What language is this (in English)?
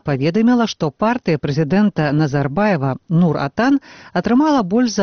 Belarusian